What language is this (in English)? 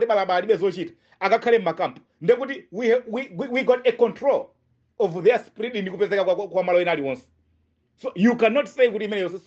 Nyanja